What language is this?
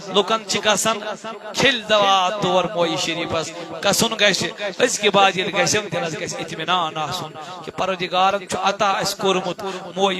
Kashmiri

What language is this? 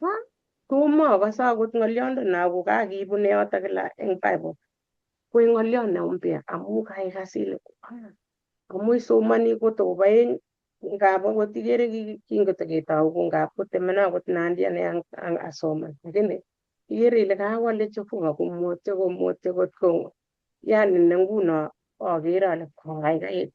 Kalenjin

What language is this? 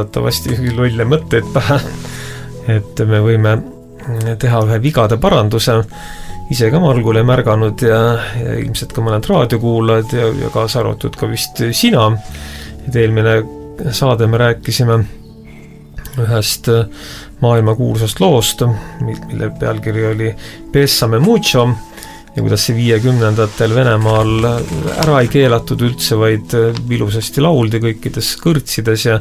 Estonian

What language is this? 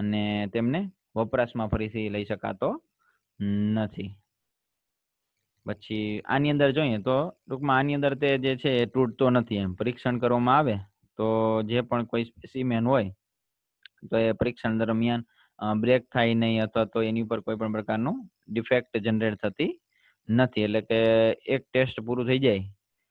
Gujarati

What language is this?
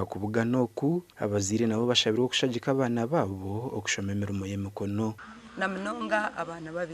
Nyankole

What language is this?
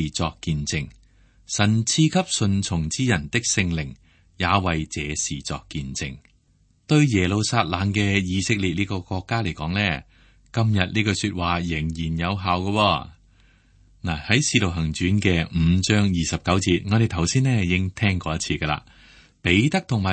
Cantonese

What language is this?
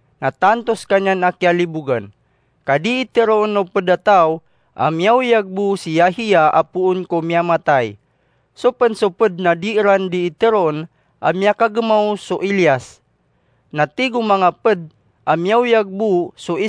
Maranao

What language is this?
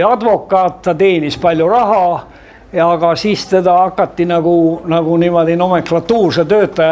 Estonian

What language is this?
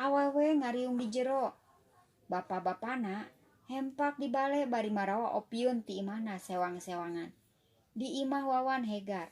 Sundanese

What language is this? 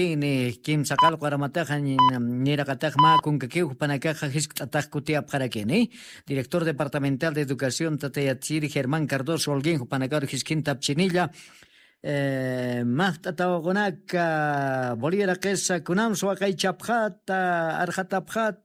Aymara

